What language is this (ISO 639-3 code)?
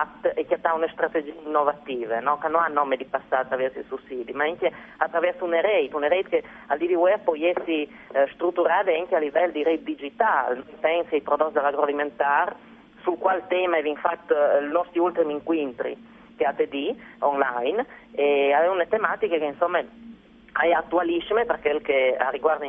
fur